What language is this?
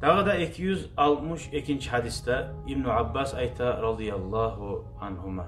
Kumyk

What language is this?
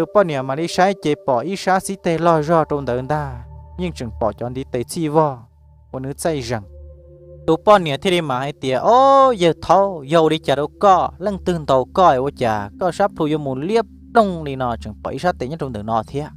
Hmong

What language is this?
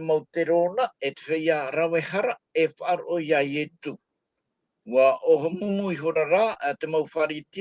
Tahitian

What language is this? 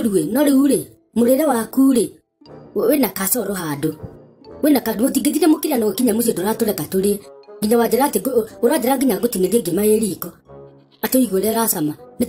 Kikuyu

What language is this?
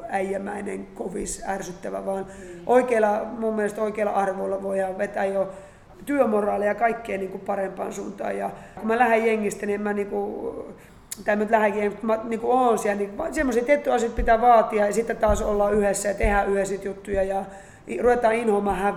Finnish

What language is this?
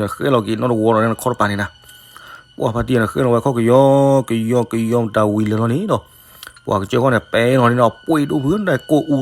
S'gaw Karen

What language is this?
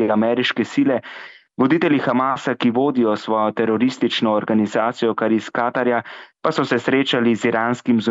Slovenian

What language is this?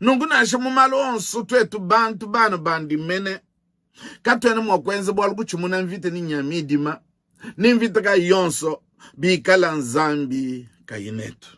Luba-Lulua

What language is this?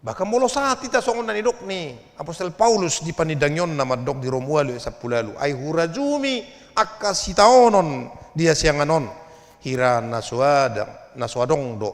Batak Toba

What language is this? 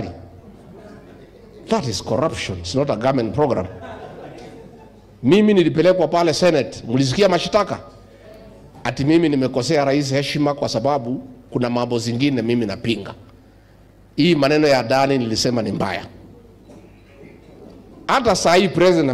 Swahili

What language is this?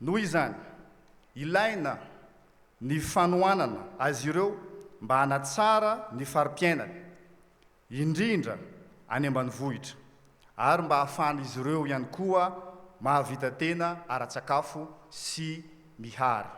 Malagasy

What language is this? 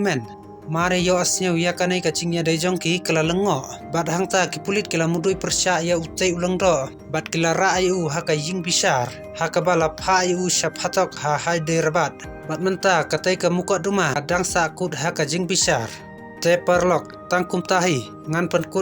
Khasi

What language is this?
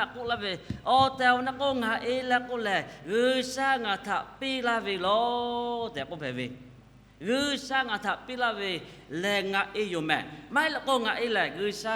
Lahu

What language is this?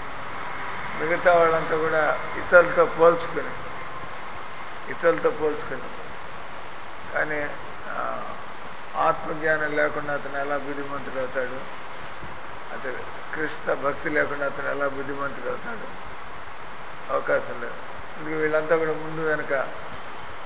Telugu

